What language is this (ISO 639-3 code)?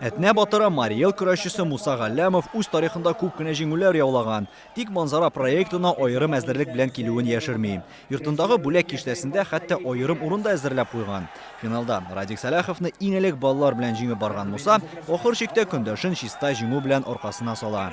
tat